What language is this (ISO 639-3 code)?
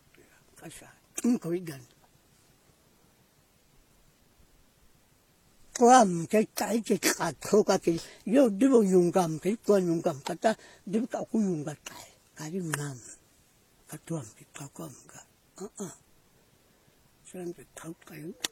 vie